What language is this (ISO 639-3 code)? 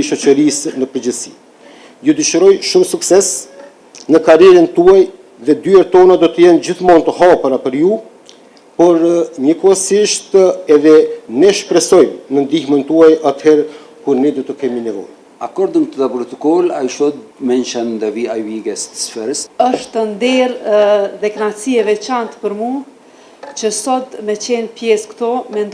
sqi